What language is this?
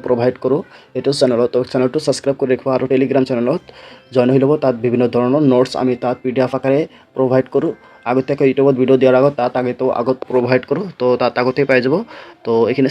Assamese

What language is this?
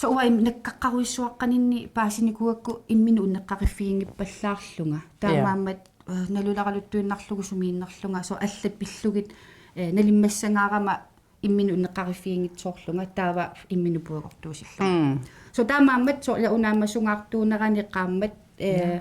Kalaallisut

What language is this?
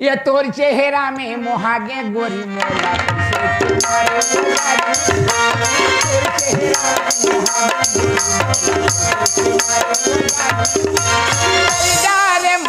Chhattisgarhi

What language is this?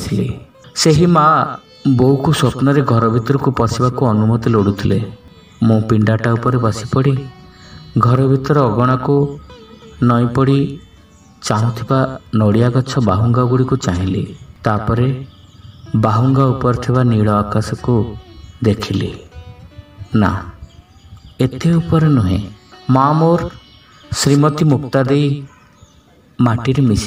Odia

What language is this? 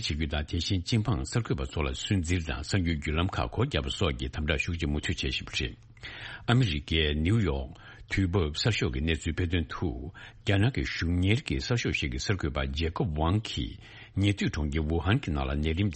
Tibetan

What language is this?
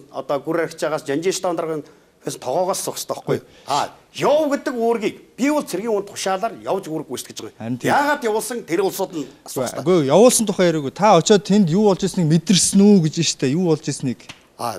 Mongolian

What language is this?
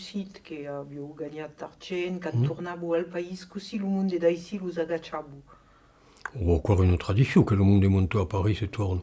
Occitan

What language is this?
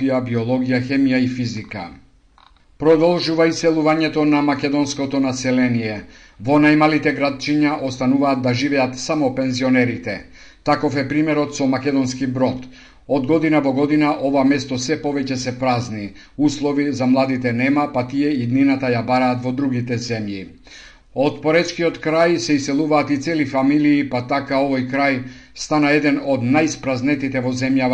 Macedonian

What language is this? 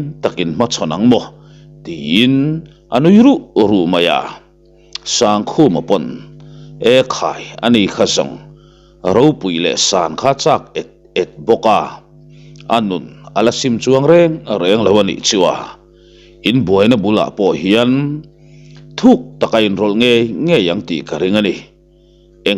Mizo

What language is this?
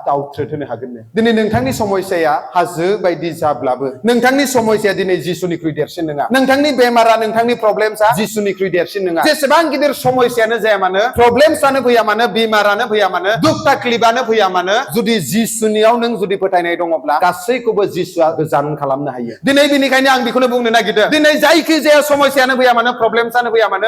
Bodo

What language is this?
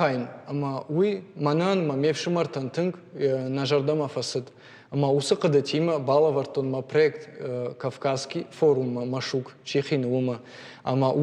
Ossetic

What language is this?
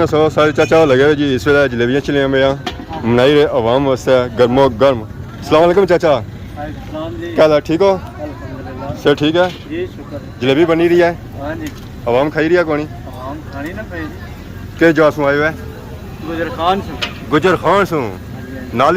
Pahari-Potwari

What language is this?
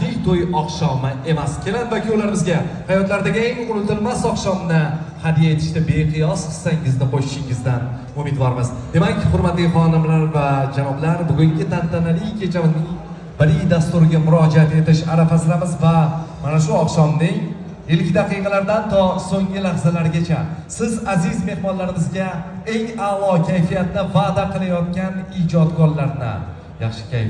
Uzbek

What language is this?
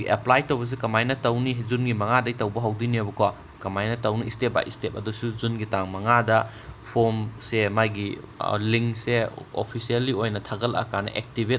Manipuri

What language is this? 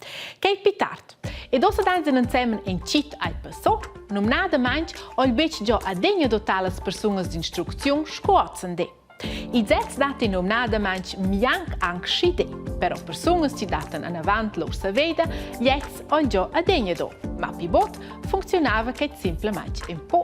Romansh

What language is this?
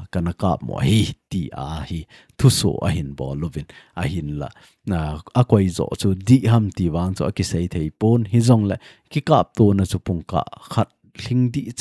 Thado Chin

